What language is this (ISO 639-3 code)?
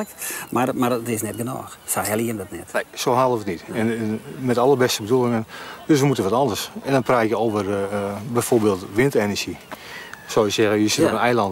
fry